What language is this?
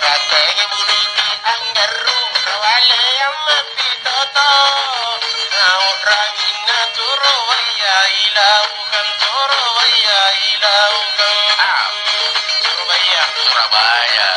Makasar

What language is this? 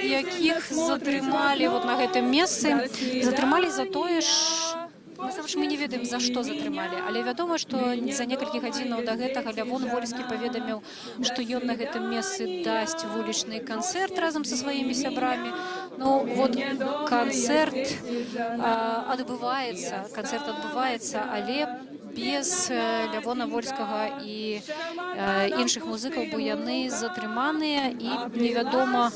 Belarusian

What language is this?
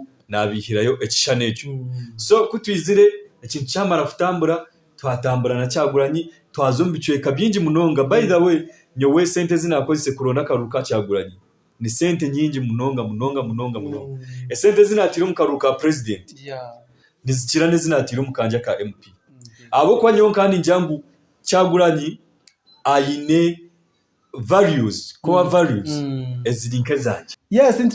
Nyankole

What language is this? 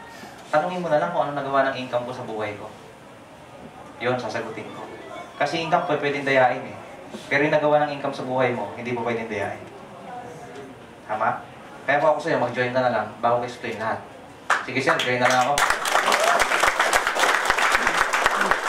Filipino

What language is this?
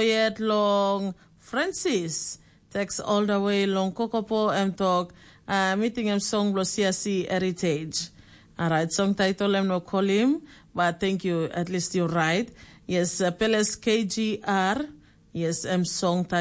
Tok Pisin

